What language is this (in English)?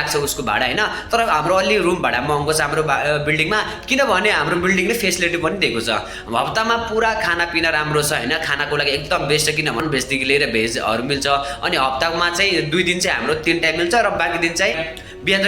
Nepali